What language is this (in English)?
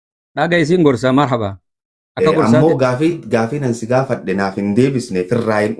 Oromo